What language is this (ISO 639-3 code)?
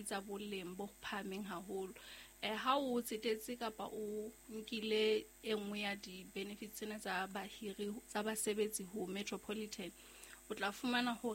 sot